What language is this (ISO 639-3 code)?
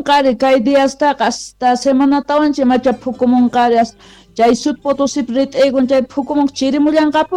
quh